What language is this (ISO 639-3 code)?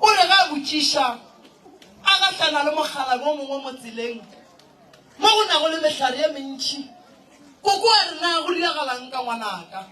nso